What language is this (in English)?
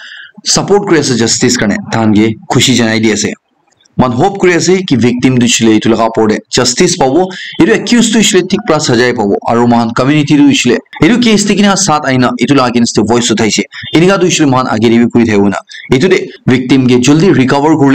Naga Pidgin